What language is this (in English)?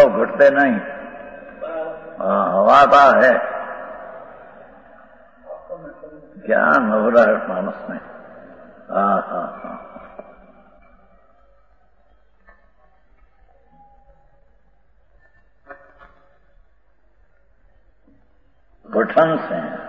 Gujarati